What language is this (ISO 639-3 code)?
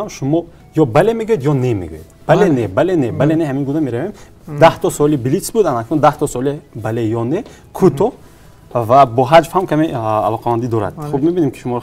tgk